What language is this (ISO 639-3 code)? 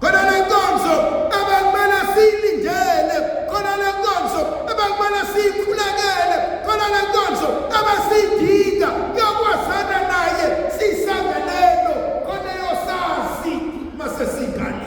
zul